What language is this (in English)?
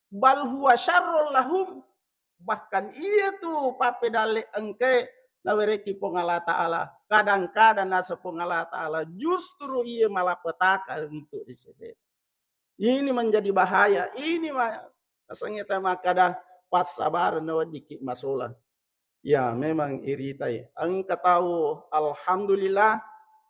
Buginese